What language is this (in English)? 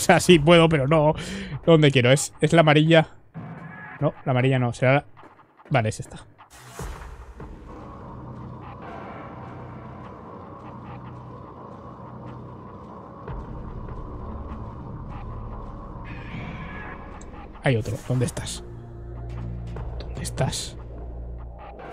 Spanish